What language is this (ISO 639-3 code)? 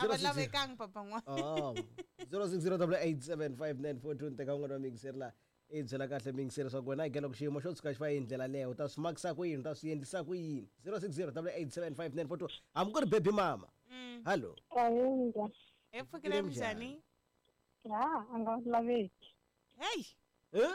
tso